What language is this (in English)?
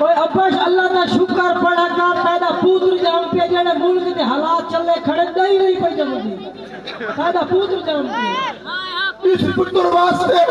Saraiki